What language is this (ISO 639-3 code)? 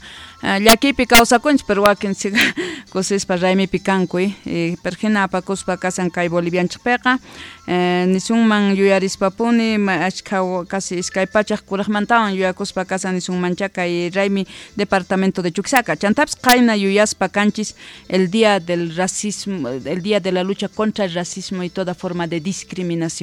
quh